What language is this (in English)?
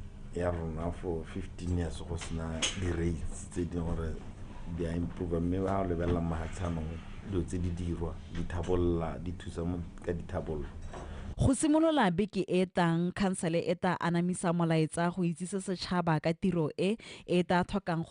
Tswana